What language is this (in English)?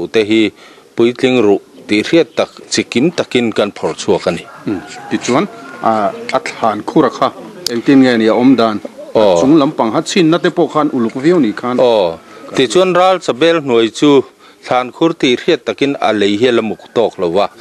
Mizo